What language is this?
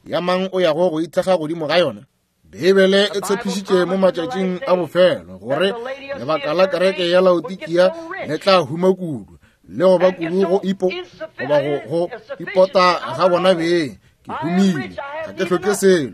Northern Sotho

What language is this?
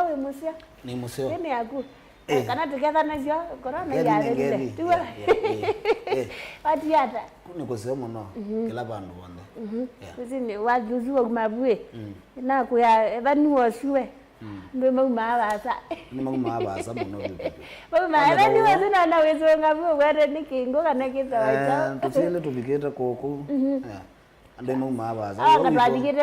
Kamba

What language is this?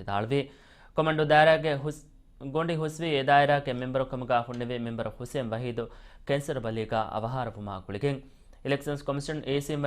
Divehi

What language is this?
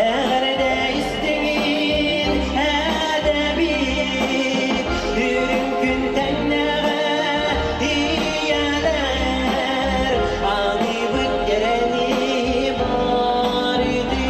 Yakut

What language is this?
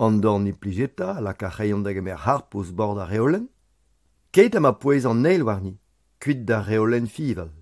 Breton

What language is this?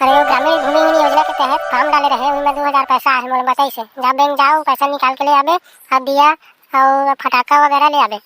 Chhattisgarhi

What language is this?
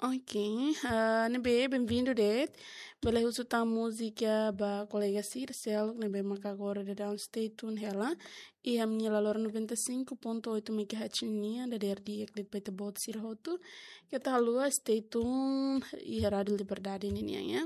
Tetum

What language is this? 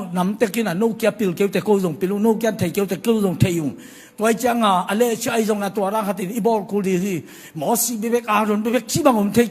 Tedim Chin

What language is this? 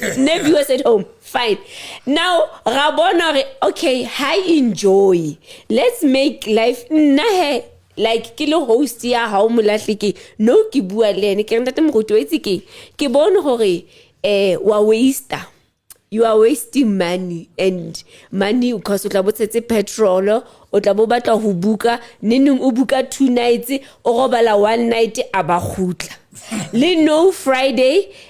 Southern Sotho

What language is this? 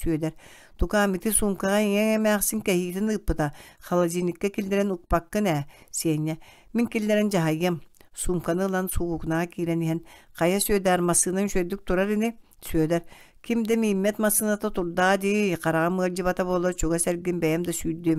Yakut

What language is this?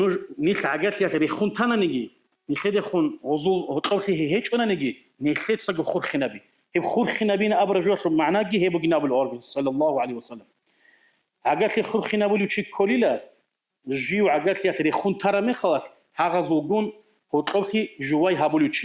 Avaric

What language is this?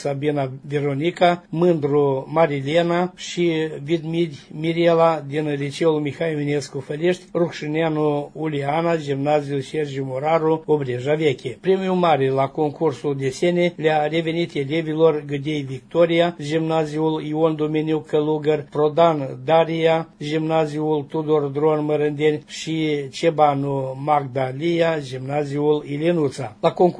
Romanian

